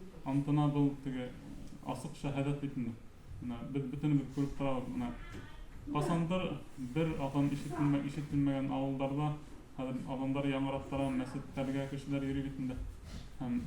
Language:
Bashkir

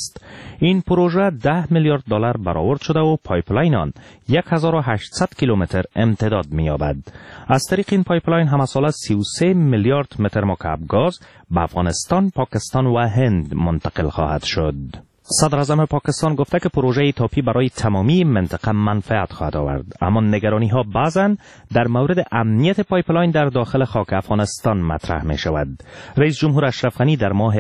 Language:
Persian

